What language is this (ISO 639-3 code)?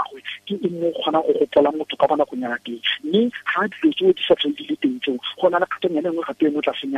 tsn